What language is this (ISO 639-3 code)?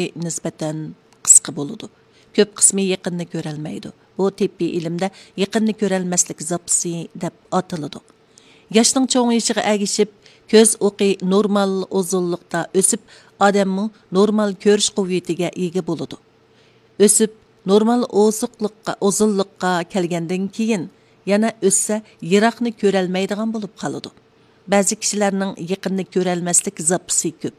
uig